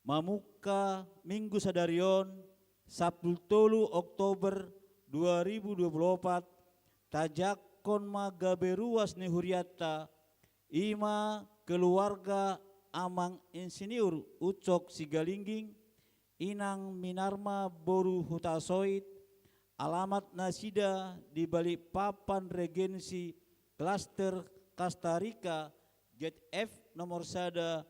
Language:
Batak Toba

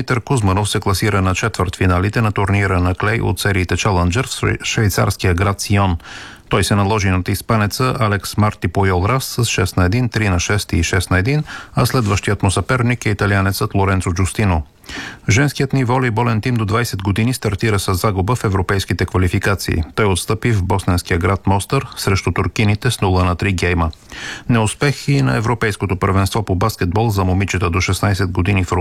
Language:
Bulgarian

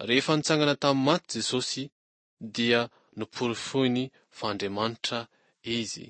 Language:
Malagasy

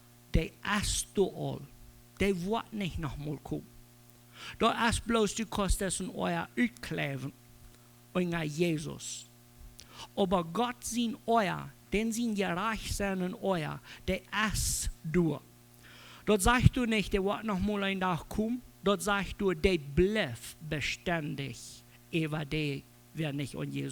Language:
Plautdietsch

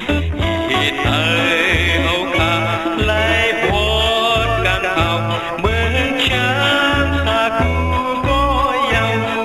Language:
Shan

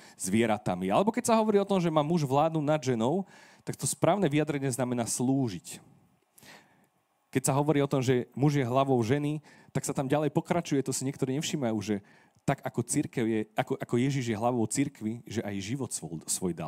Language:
Slovak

